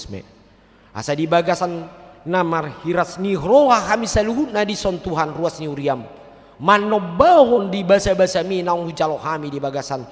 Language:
Batak Toba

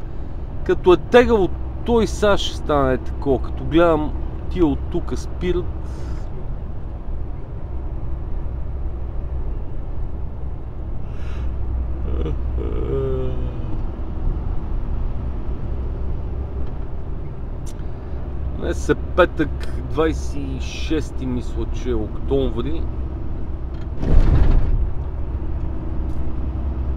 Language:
Bulgarian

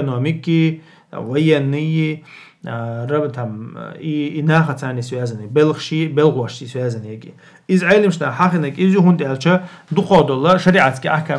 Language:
Chechen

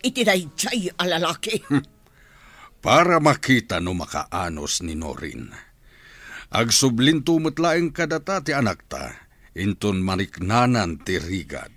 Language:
Iloko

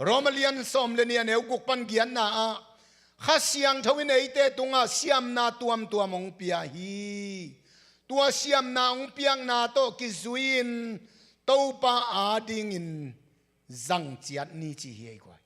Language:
Tedim Chin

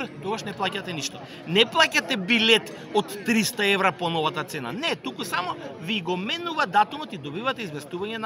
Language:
Macedonian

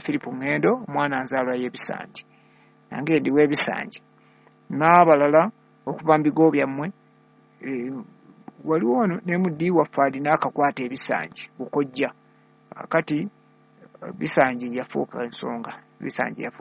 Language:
Ganda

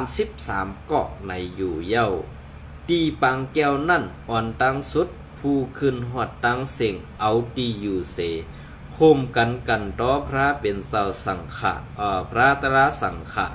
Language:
Shan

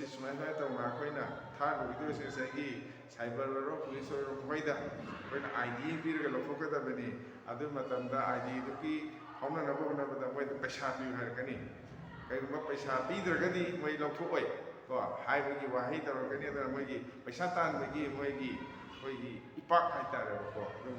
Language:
Manipuri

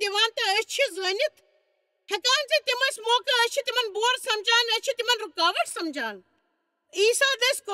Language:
Kashmiri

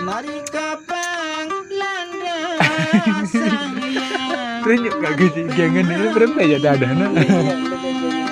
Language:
Sasak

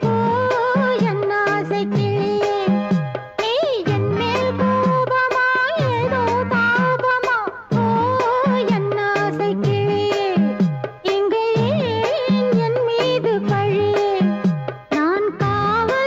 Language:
Tamil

